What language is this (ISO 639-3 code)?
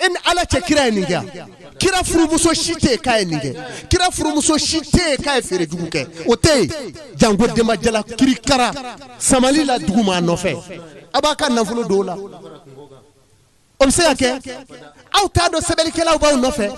bam